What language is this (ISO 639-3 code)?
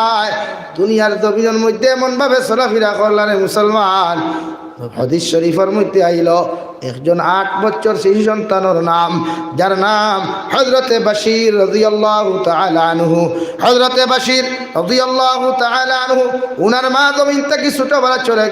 syl